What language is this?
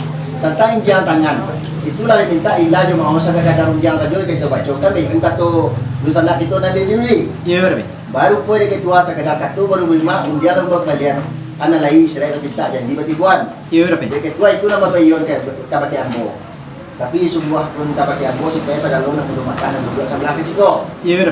Minangkabau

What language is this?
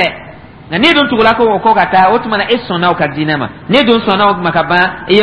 Dyula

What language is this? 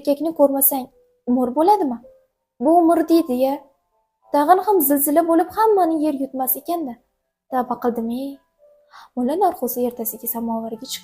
Uzbek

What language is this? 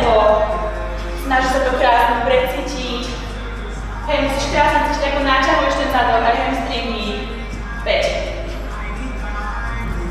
Slovak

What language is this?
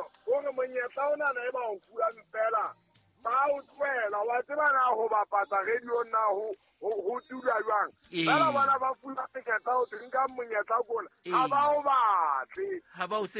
Southern Sotho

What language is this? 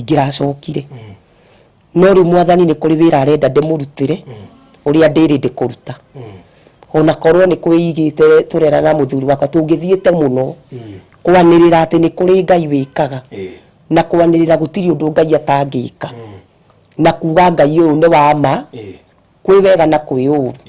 Kikuyu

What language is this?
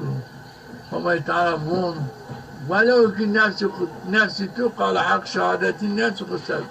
Zaza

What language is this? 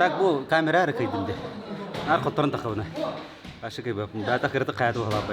Yakut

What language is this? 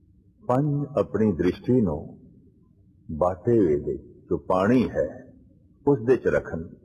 Punjabi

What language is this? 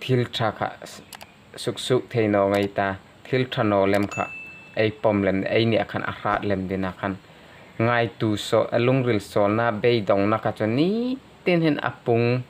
Hmar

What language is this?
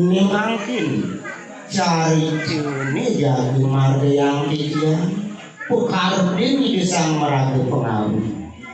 Balinese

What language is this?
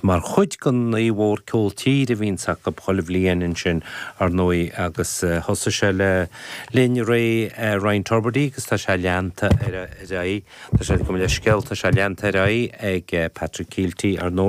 Irish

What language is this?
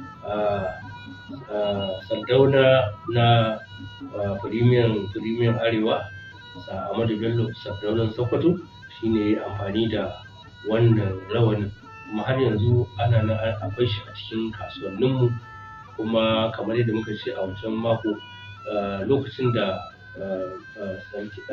Hausa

